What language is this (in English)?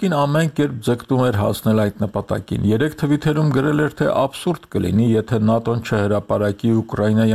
Armenian